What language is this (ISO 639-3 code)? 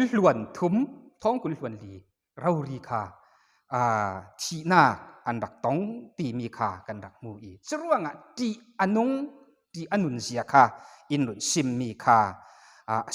cfm